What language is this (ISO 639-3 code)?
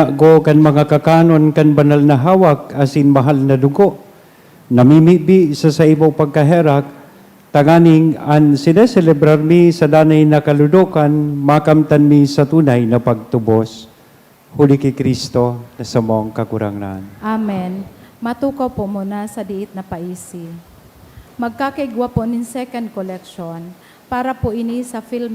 bik